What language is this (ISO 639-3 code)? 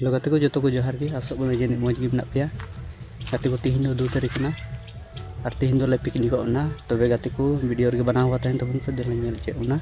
sat